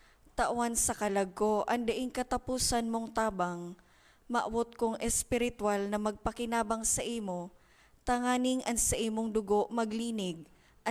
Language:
Bikol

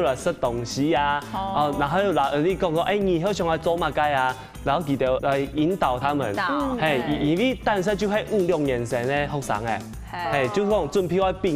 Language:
Hakka Chinese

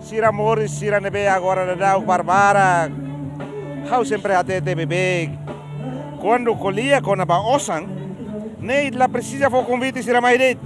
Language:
Tetum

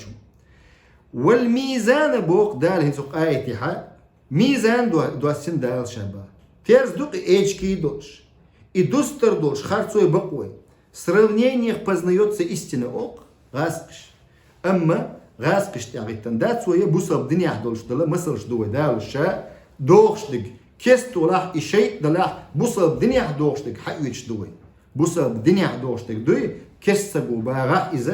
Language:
Chechen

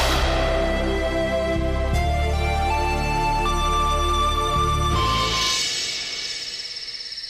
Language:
Telugu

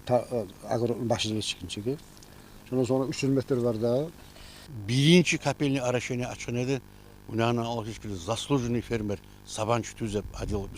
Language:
Kumyk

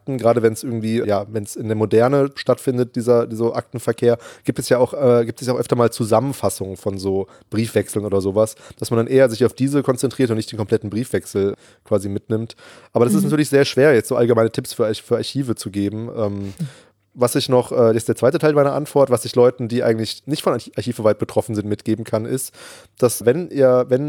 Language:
German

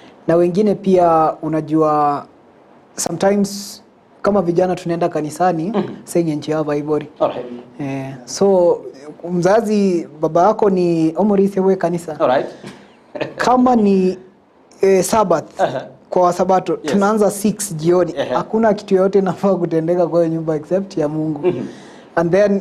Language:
Gusii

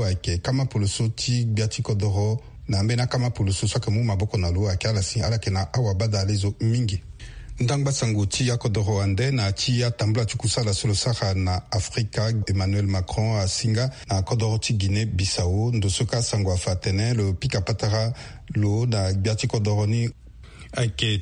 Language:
Sango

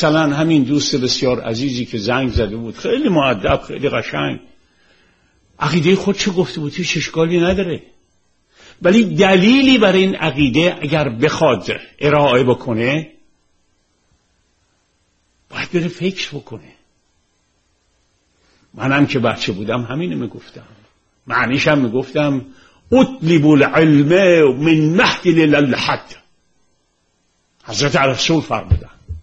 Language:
Persian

